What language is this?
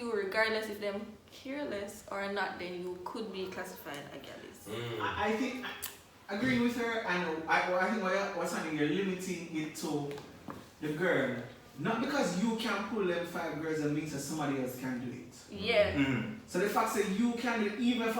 Jamaican Creole English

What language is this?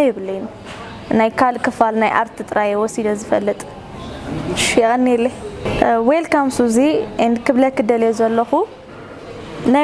Tigrinya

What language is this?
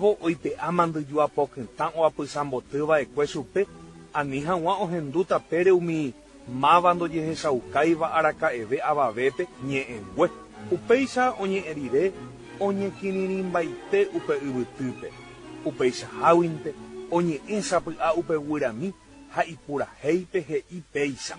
Guarani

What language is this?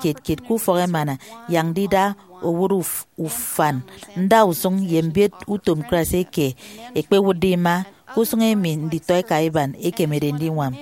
Efik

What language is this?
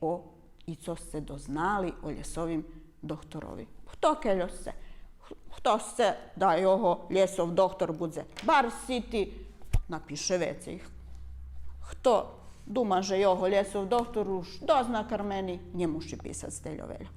Rusyn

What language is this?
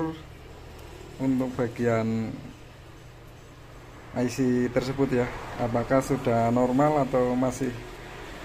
Indonesian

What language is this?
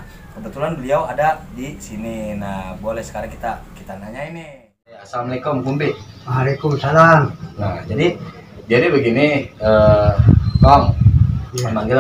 Indonesian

